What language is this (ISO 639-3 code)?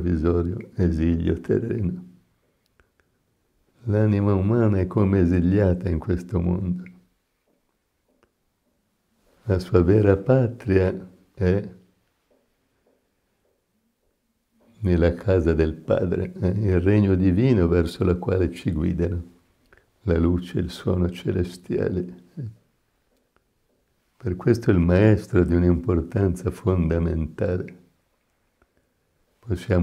ita